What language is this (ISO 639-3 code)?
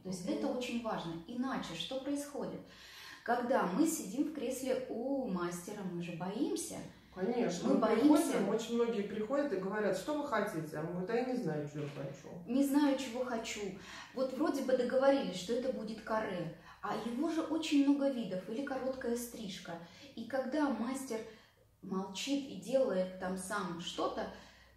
rus